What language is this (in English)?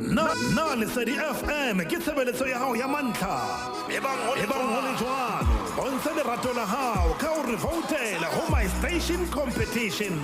Southern Sotho